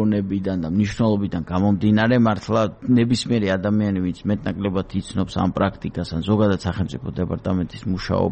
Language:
Georgian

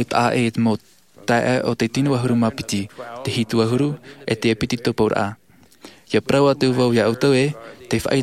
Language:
Tahitian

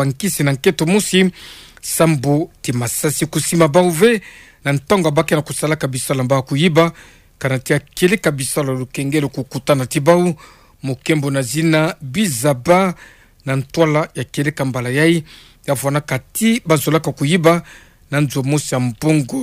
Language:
Kituba (Democratic Republic of Congo)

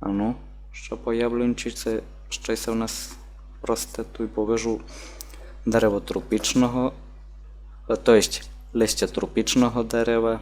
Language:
Rusyn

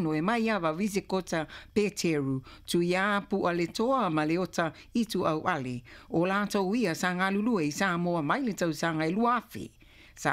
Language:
Samoan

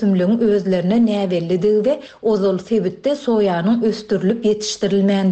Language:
Turkmen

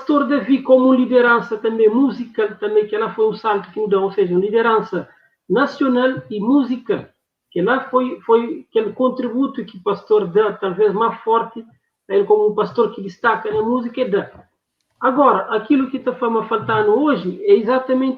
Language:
Kabuverdianu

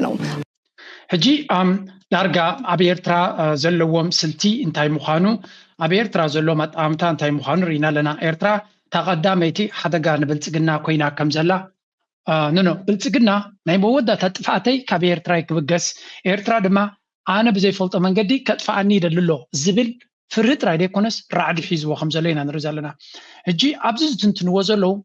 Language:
Tigrinya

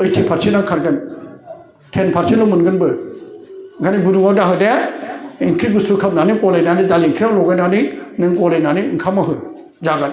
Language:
Bodo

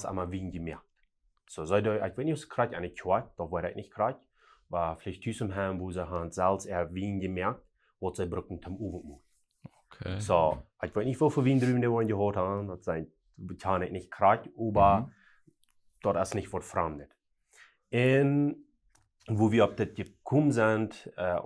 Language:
Plautdietsch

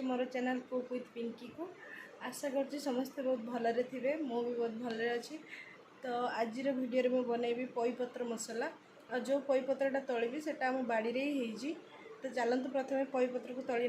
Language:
Odia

